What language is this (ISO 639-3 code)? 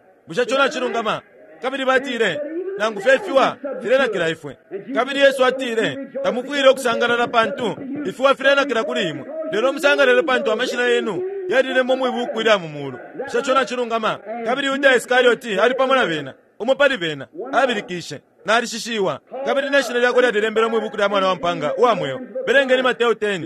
bem